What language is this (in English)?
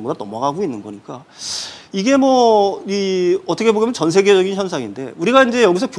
Korean